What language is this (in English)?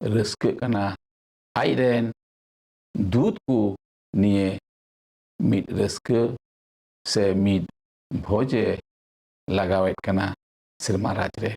Santali